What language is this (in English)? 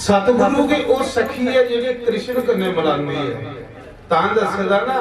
Dogri